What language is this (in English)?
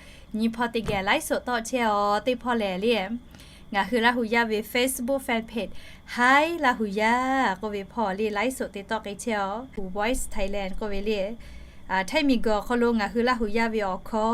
Lahu